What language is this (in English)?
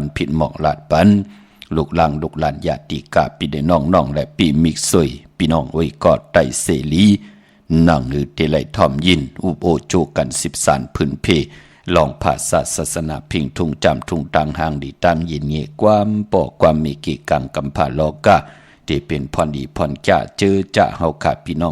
Shan